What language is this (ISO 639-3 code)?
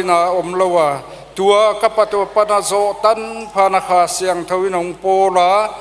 pck